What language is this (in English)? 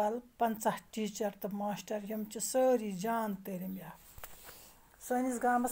Kashmiri